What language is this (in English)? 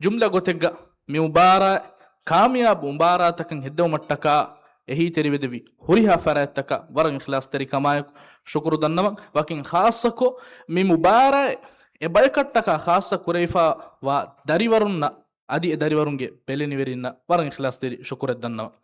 Divehi